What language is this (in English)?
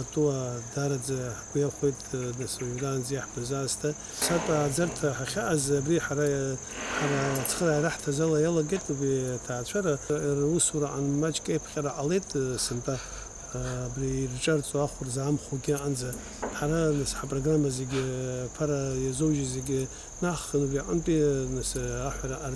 Abkhazian